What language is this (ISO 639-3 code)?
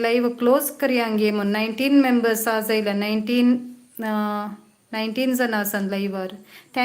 kok